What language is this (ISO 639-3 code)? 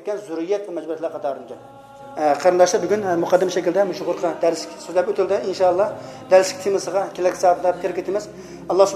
uig